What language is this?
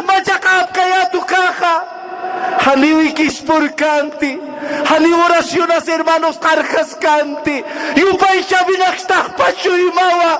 Aymara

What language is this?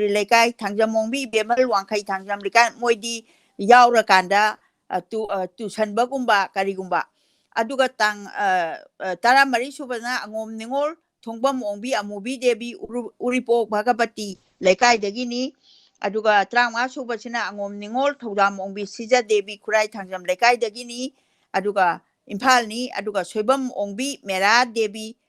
Manipuri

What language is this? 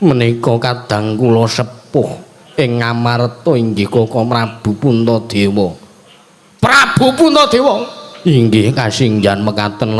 Javanese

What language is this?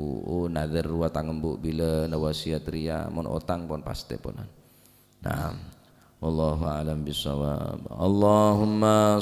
Madurese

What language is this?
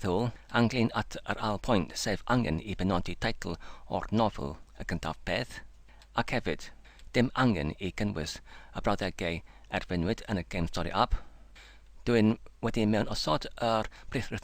Welsh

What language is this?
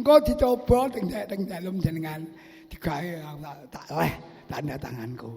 Javanese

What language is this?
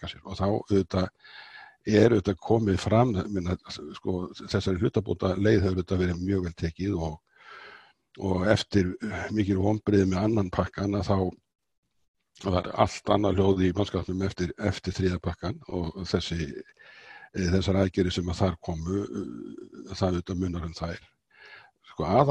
Icelandic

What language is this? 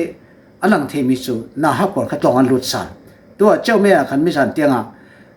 Falam Chin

